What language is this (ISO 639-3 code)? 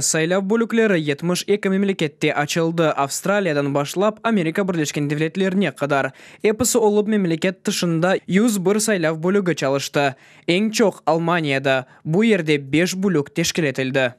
crh